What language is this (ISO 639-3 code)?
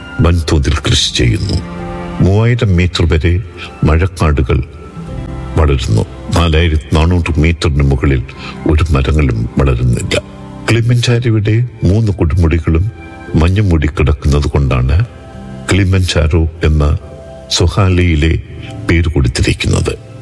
mal